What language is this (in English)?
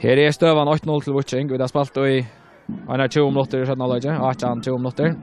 Faroese